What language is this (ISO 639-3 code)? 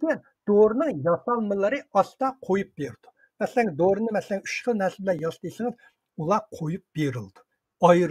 uig